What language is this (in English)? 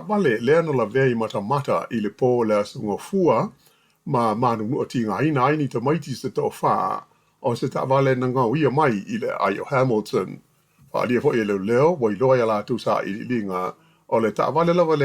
Samoan